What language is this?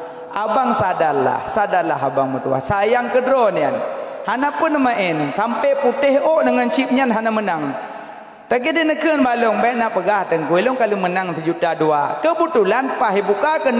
Achinese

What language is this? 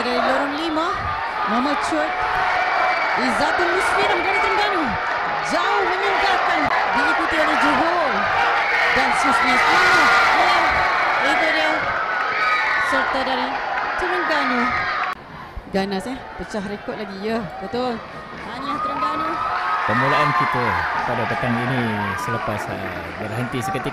Malay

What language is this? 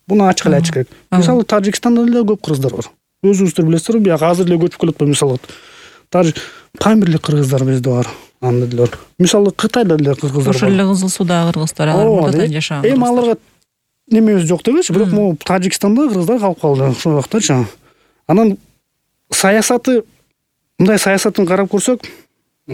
Kyrgyz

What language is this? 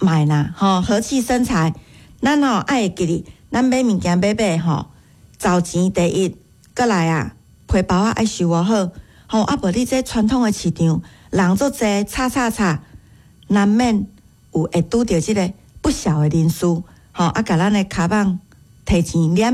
Min Nan Chinese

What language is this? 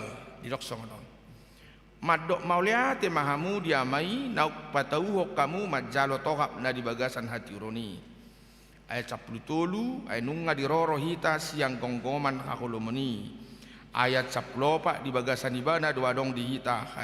Batak Toba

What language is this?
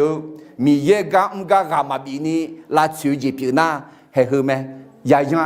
Akha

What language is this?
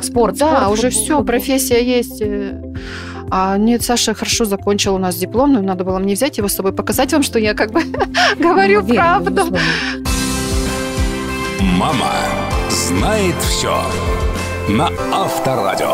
Russian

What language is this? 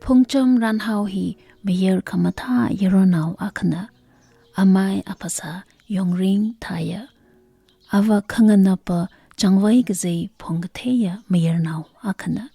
Tangkhul Naga (India)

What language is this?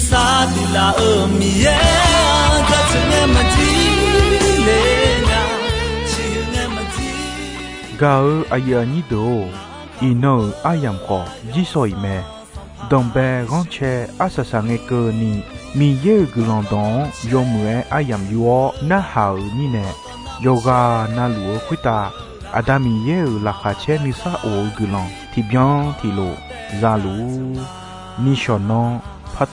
Akha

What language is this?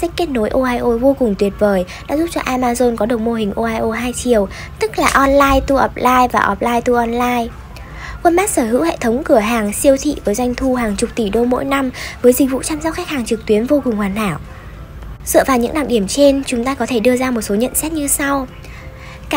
Vietnamese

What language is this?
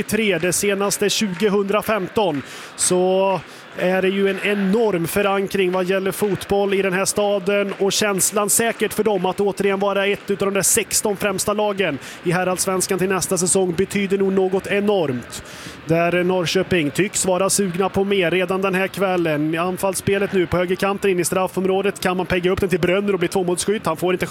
Swedish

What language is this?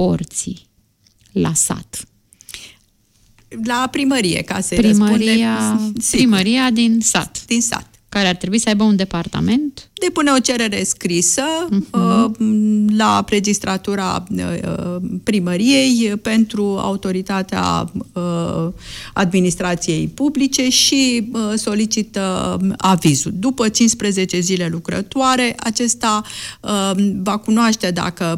Romanian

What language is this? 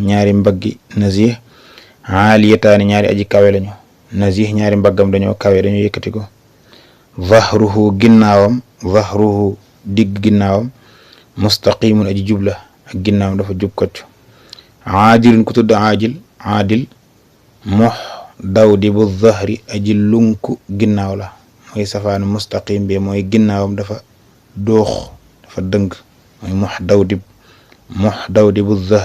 Wolof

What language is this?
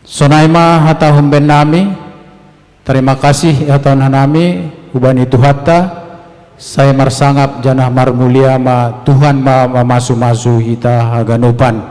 Batak Simalungun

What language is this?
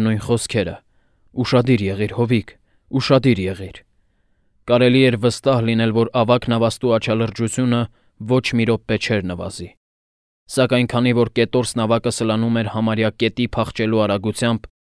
Armenian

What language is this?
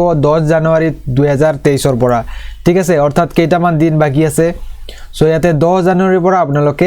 Assamese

